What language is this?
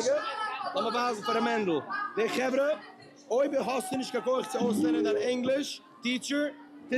Yiddish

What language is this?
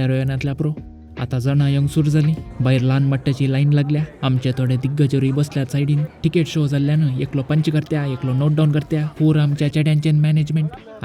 Konkani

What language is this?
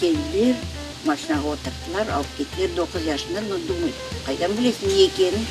Crimean Tatar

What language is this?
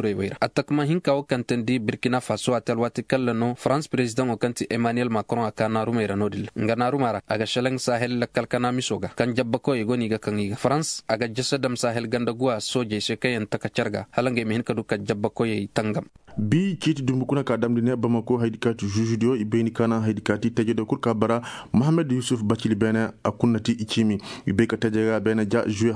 Koyraboro Senni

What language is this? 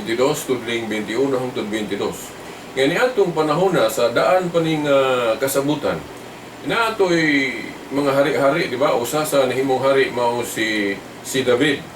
Cebuano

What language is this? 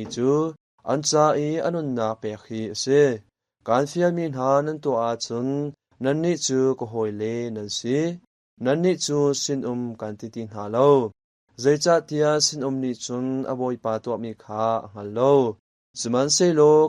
Hakha Chin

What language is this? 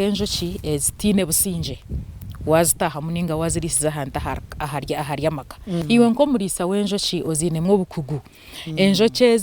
Nyankole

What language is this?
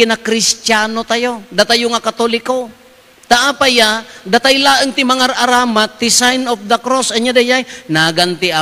Iloko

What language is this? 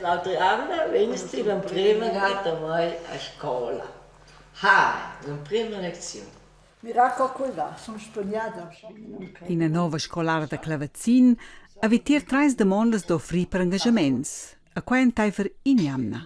Romansh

